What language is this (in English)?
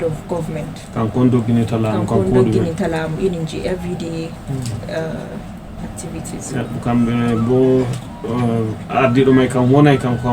Fula